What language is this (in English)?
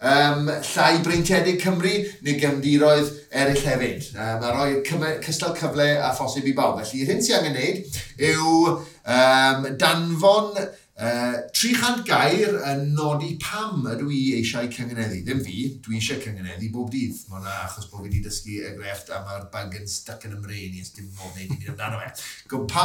Welsh